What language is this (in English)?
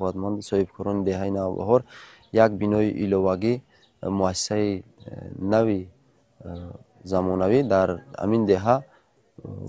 Tajik